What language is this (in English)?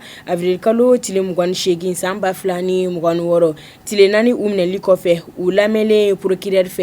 Bambara